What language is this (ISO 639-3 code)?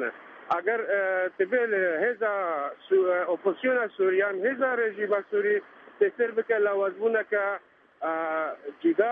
ckb